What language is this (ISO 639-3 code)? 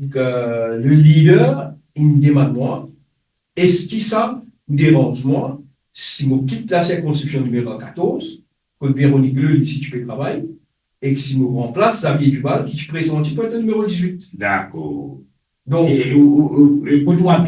mfe